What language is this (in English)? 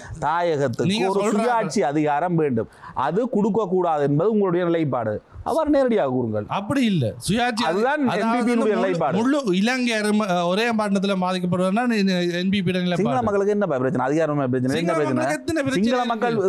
Tamil